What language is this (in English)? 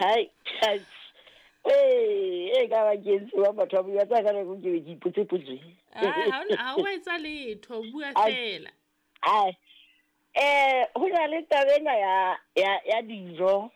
Southern Sotho